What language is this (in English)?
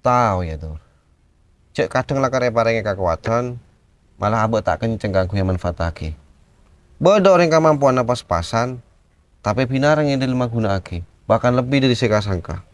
Madurese